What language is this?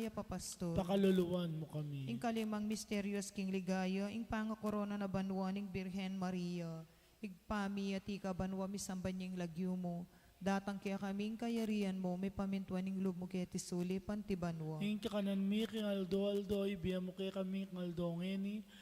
Pampanga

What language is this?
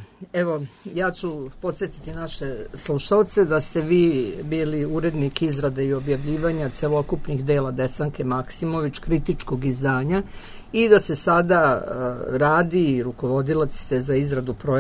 Serbian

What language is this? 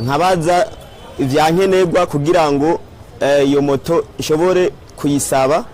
Rundi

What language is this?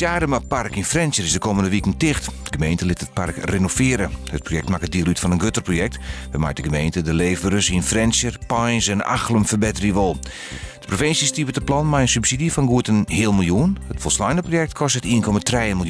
Western Frisian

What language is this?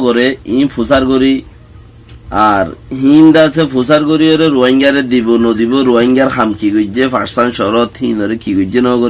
Rohingya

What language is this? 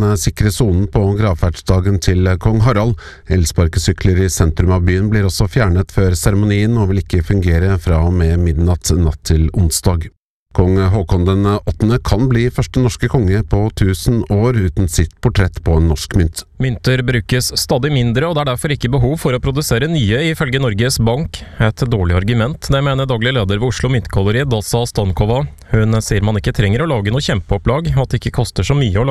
Norwegian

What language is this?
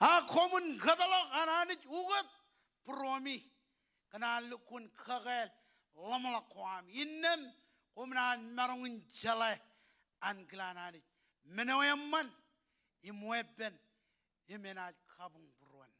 Marshallese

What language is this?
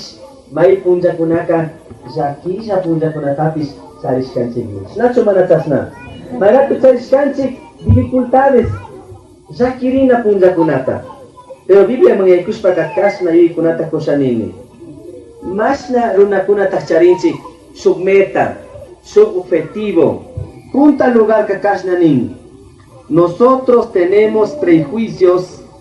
Chimborazo Highland Quichua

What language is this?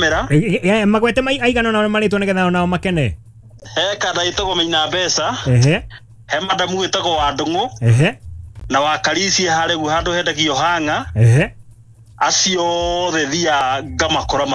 Kikuyu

